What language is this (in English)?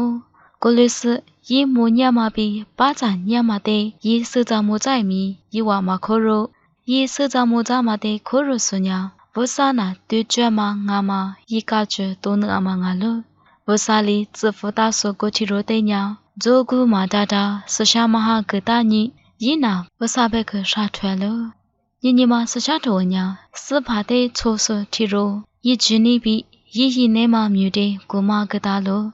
Lisu